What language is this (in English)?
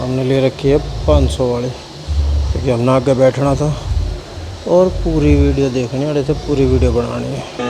Haryanvi